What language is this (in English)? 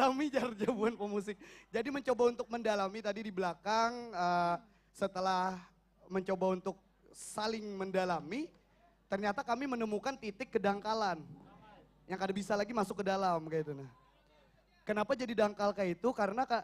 Banjar